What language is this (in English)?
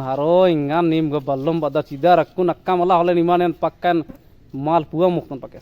Kurukh